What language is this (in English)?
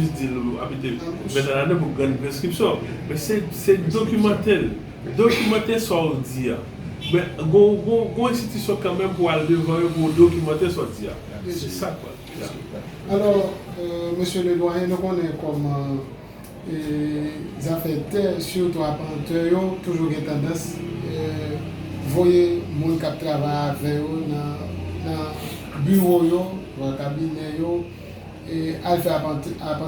Haitian Creole